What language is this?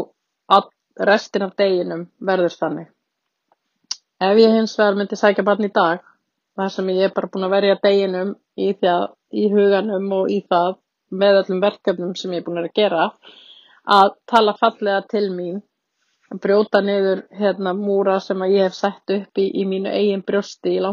Icelandic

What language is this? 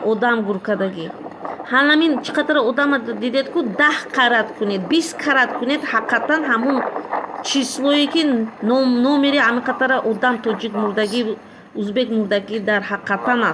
Tajik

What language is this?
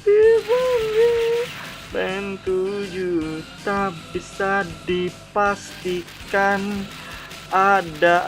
Banjar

